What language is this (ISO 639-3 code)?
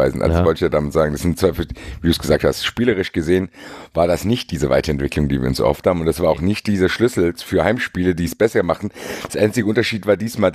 deu